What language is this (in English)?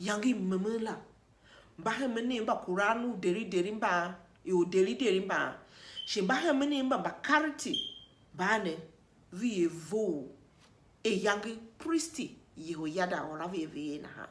Tiv